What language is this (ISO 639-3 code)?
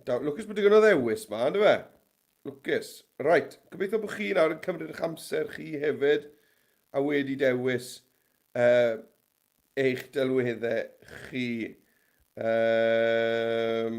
cym